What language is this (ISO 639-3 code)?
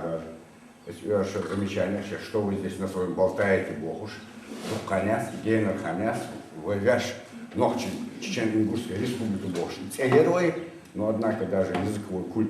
che